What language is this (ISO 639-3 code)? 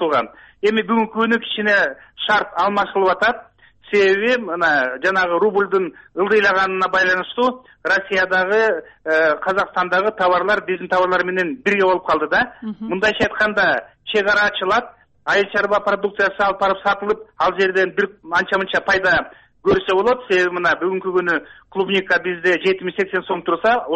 kir